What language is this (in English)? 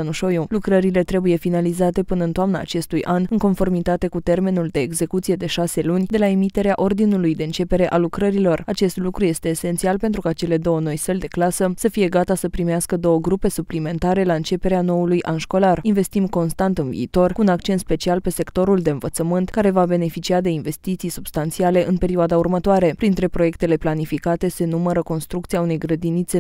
Romanian